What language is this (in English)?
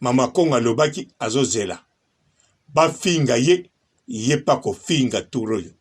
Lingala